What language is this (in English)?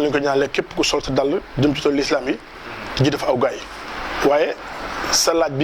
Wolof